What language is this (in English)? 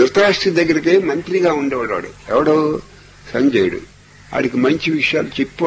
Telugu